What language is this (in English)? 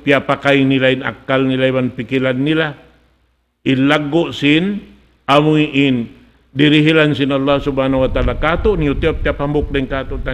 Tausug